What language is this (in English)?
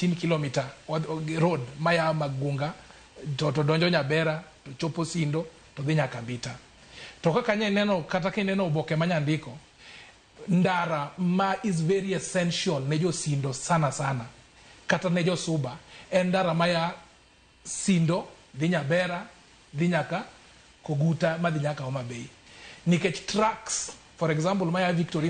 Luo (Kenya and Tanzania)